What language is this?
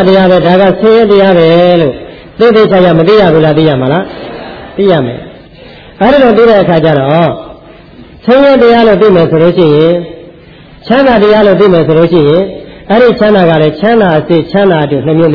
Burmese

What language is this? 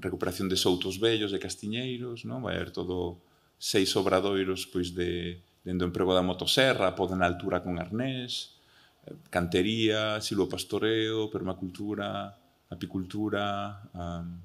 Galician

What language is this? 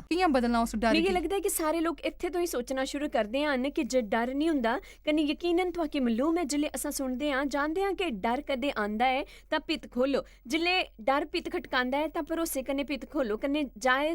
Dogri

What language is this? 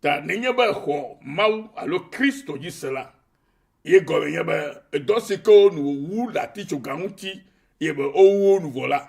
Ewe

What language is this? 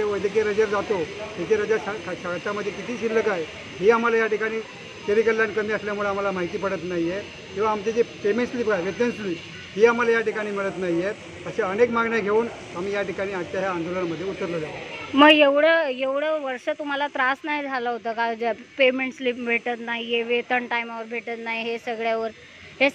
Marathi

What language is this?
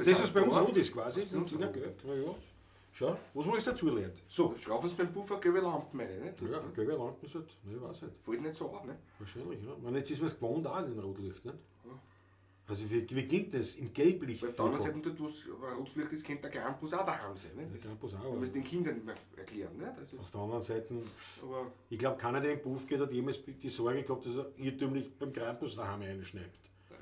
Bavarian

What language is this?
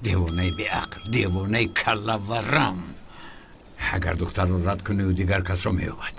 Tajik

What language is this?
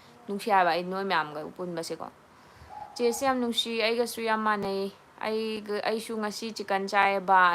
Manipuri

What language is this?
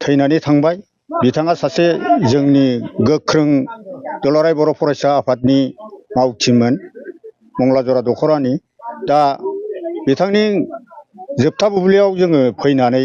Bodo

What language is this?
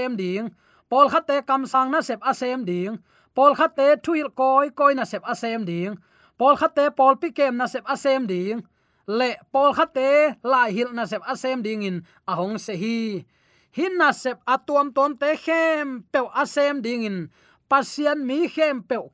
Tedim Chin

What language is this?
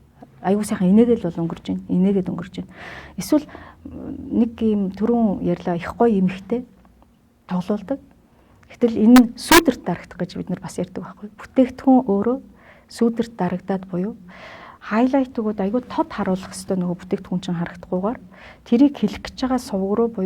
Mongolian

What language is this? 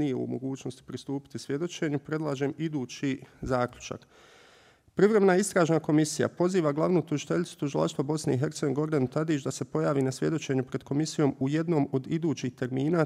Bosnian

